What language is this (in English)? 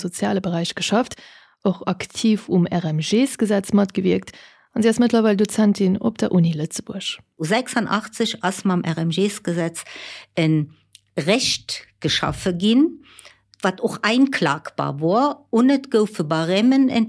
Luxembourgish